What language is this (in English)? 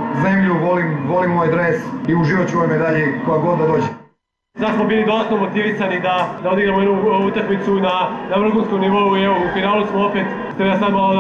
Serbian